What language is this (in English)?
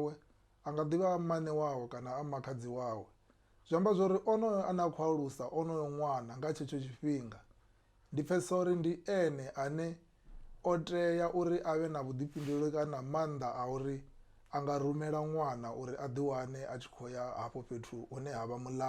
Venda